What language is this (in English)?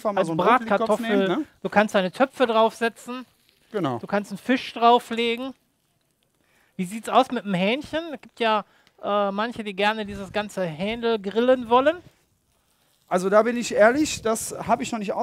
German